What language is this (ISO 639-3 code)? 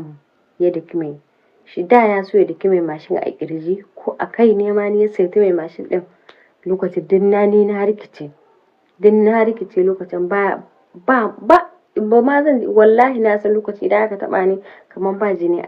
hau